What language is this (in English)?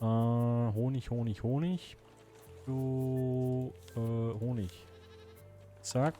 Swiss German